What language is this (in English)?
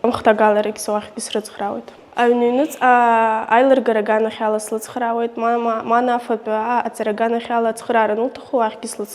Abkhazian